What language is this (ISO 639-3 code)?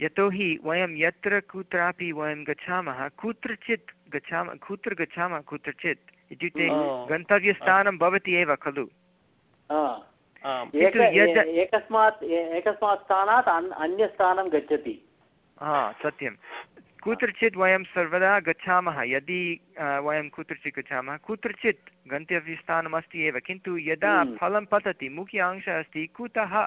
san